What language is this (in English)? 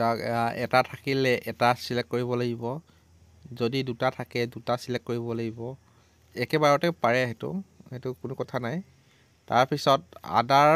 Assamese